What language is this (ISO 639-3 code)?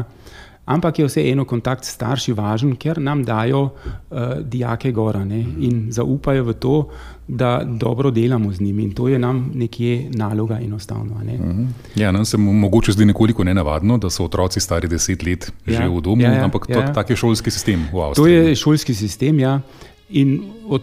slv